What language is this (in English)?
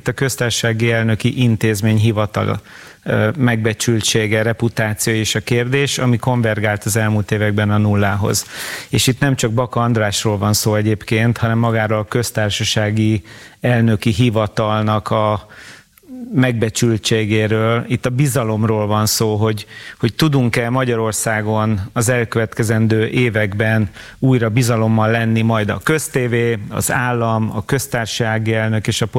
Hungarian